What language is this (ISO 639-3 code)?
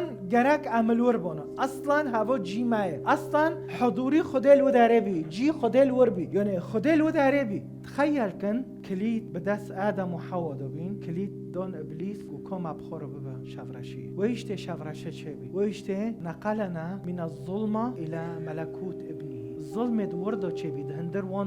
kur